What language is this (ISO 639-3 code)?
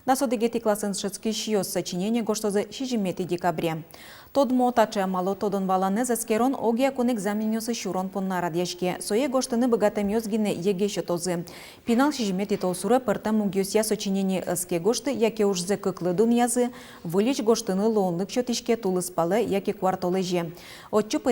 udm